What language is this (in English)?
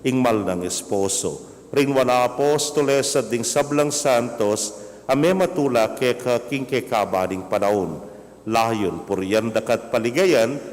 Pampanga